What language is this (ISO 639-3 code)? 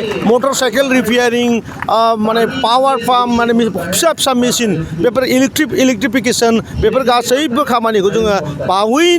brx